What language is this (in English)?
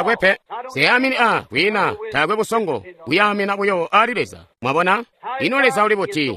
Tonga (Zambia)